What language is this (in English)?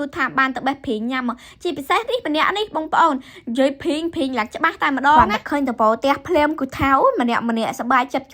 Khmer